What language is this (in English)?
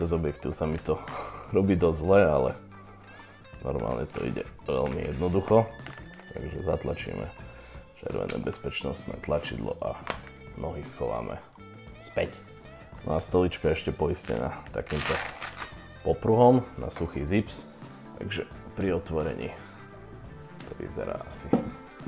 Slovak